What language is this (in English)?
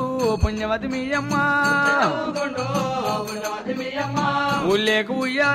Telugu